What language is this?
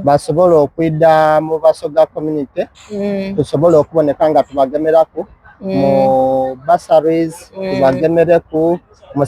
Soga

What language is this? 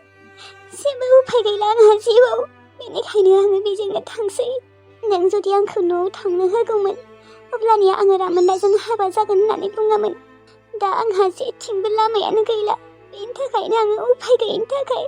Bodo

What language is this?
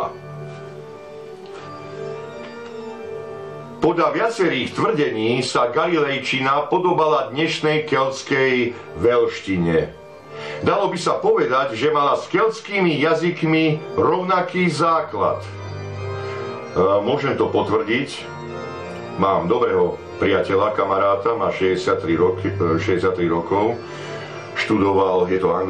Slovak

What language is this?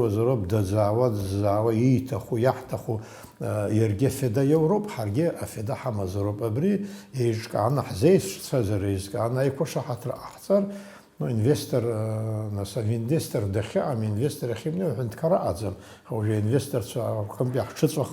Abkhazian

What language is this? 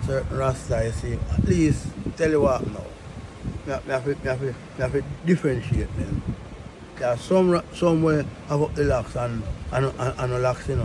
Jamaican Creole English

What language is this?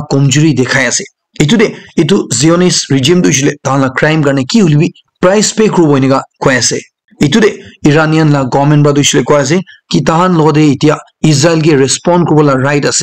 Naga Pidgin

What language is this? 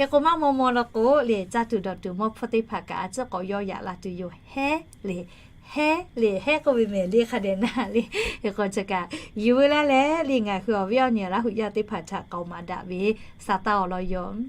Lahu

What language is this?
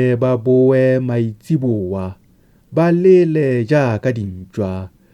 Tswana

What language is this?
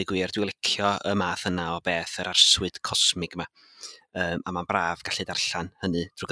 Welsh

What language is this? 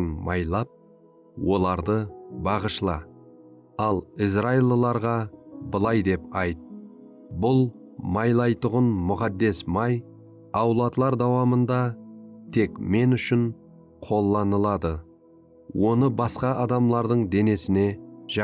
Kara-Kalpak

